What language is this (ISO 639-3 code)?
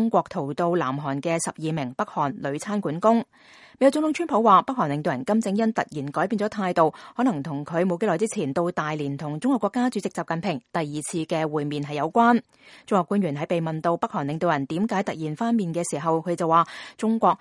yue